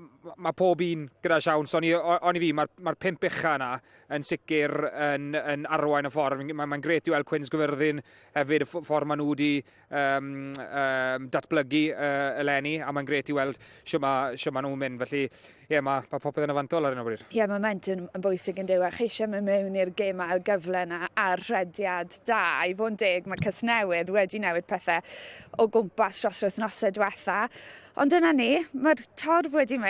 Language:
Welsh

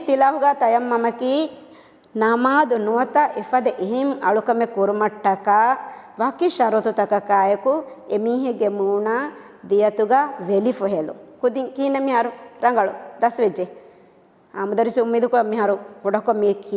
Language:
Divehi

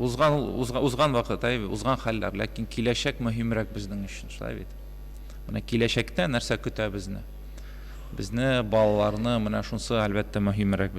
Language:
Tatar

